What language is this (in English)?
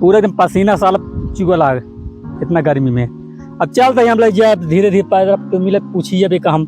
Awadhi